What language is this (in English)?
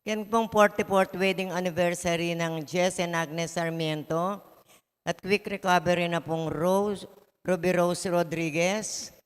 Pampanga